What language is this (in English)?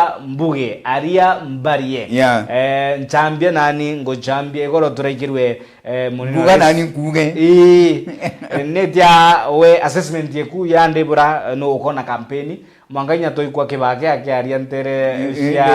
Meru